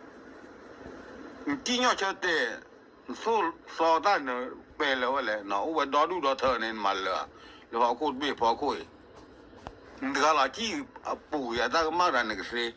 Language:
S'gaw Karen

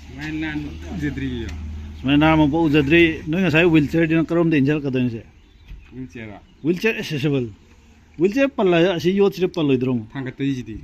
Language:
Manipuri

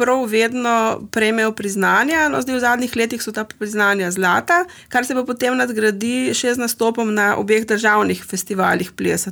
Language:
Slovenian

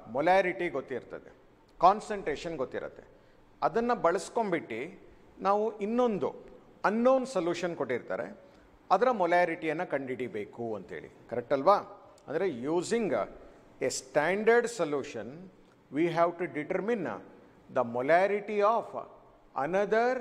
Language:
Kannada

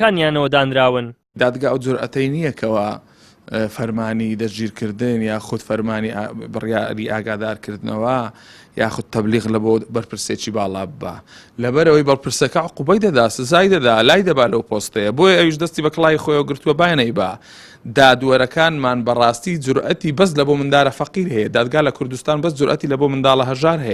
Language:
Central Kurdish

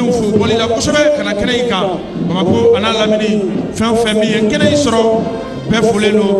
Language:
Bambara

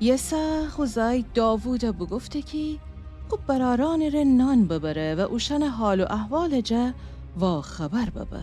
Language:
Gilaki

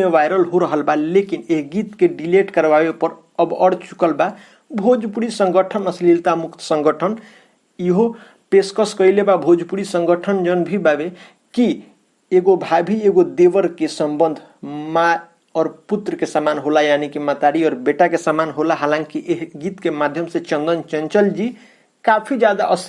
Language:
Bhojpuri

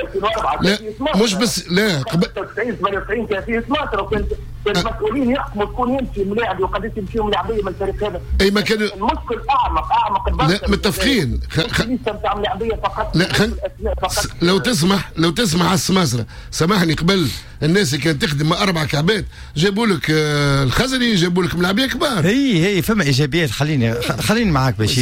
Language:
Tunisian Arabic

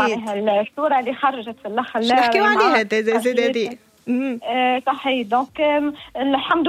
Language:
Tunisian Arabic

